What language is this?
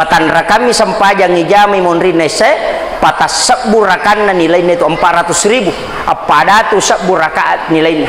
Buginese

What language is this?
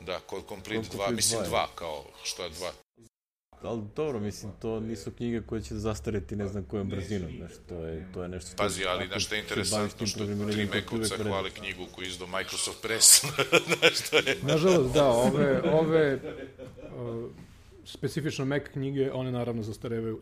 Serbian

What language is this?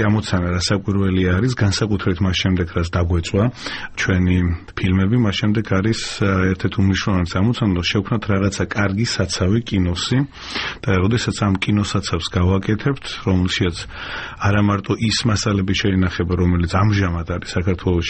Georgian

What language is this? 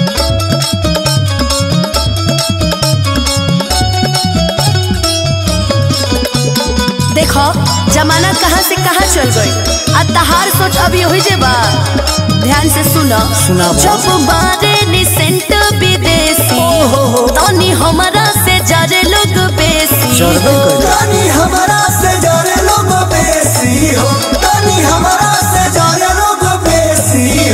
Bhojpuri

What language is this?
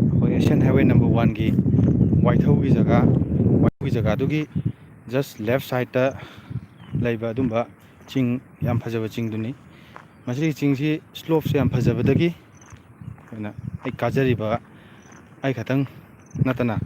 Manipuri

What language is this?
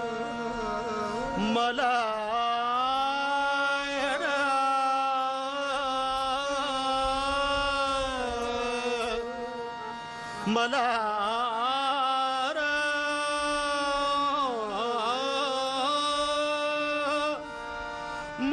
Punjabi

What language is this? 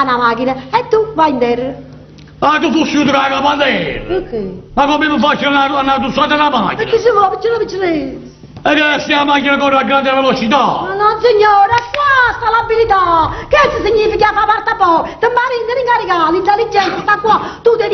Neapolitan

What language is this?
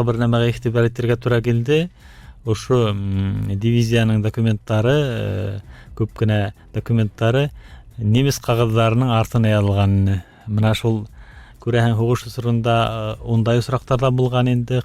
Bashkir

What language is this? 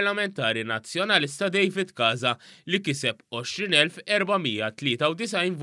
Maltese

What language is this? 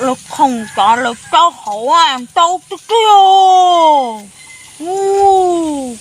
Hmong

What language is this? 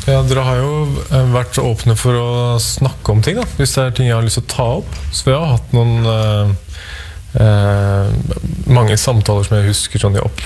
Norwegian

